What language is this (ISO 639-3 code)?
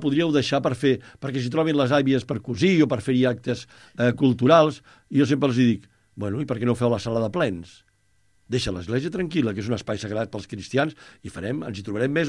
cat